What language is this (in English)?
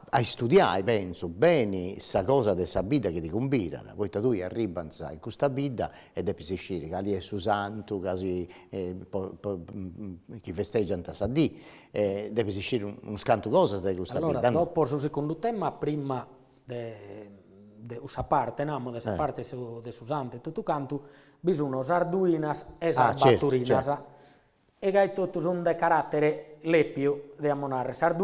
Sardinian